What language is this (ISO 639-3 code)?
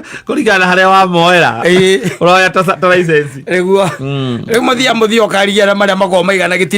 kik